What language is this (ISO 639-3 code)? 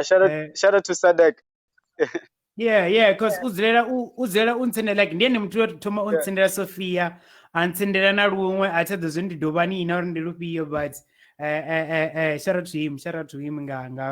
ven